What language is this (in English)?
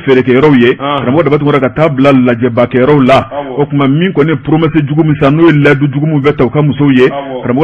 Bambara